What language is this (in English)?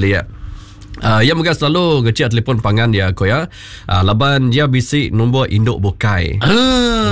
Iban